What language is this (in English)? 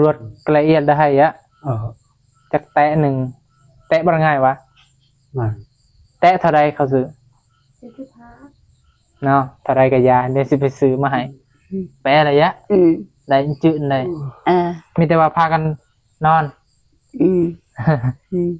Northeastern Thai